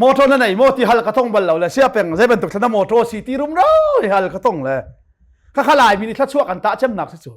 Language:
Hakha Chin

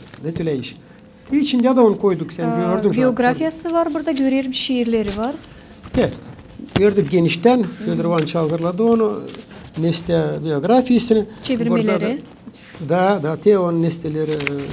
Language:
Gagauz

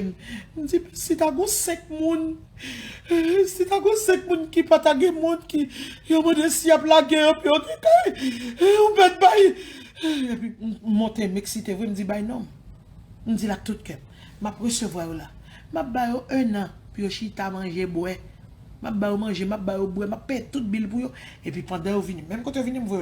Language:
Haitian Creole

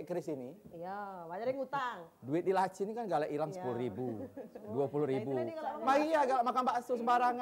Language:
Musi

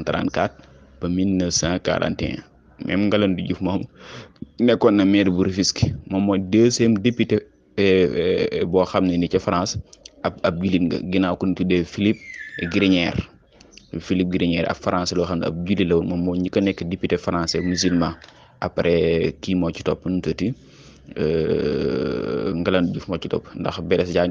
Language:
Wolof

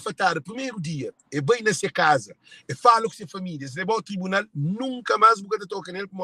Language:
Kabuverdianu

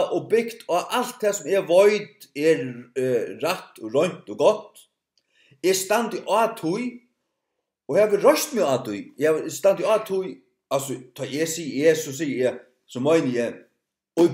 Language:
Faroese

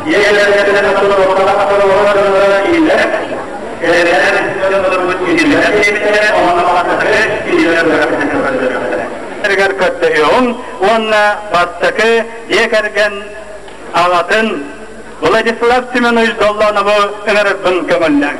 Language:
Yakut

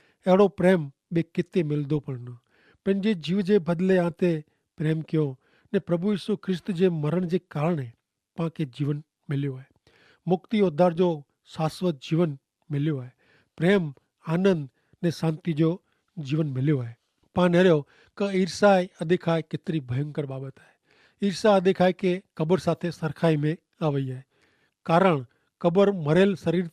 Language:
Kachhi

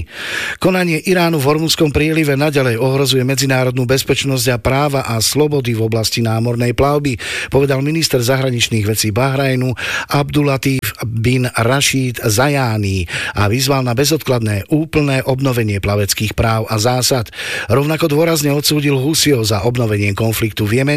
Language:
Slovak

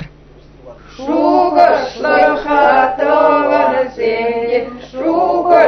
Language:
Chuvash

